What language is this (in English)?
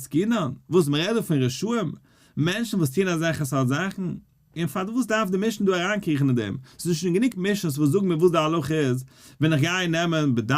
Yiddish